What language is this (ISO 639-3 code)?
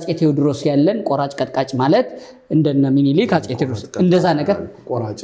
amh